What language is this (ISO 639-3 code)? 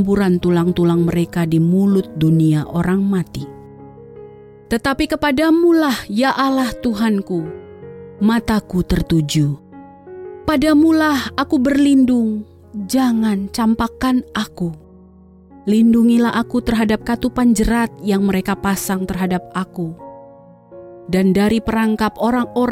ind